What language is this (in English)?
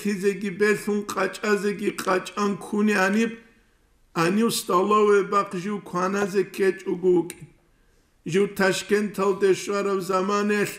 Avaric